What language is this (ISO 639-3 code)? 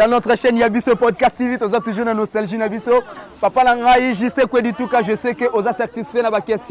lin